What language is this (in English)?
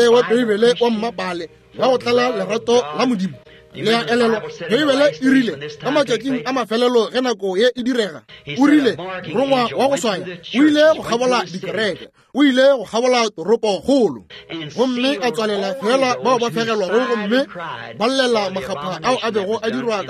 Northern Sotho